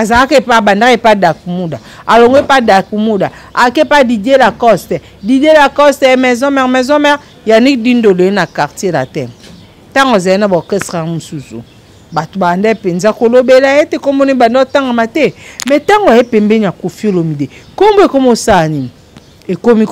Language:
Lingala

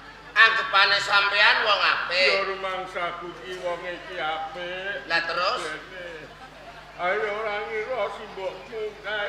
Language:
Javanese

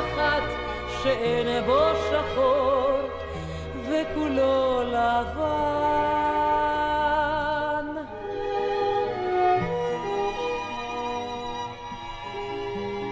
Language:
Hebrew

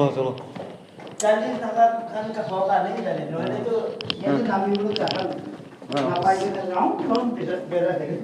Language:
Naga Pidgin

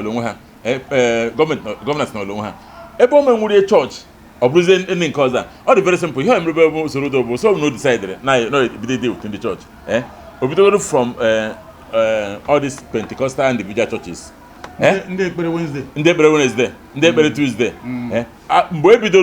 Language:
Igbo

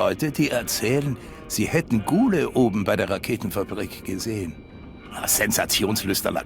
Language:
Bavarian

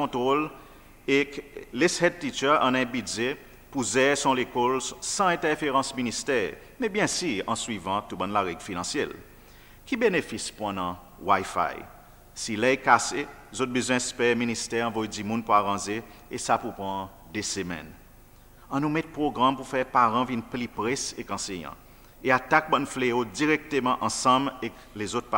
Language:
Seselwa Creole French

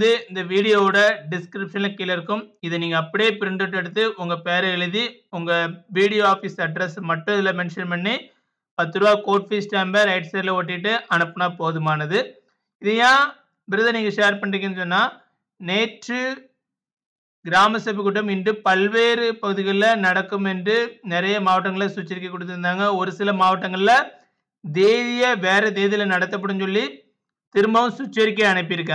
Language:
Tamil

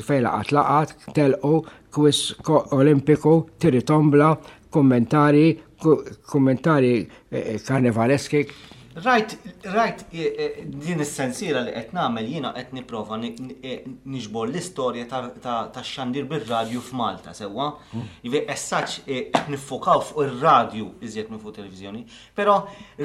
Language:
Maltese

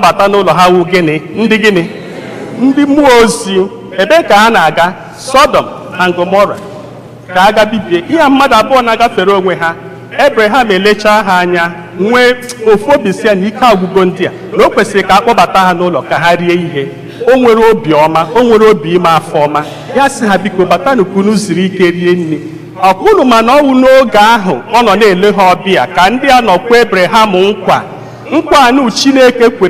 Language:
Igbo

